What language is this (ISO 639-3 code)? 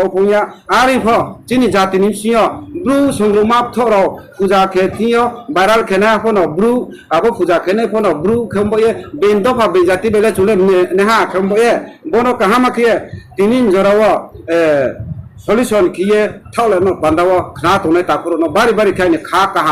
ria